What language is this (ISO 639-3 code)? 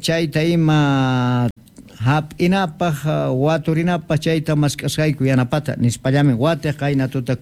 quh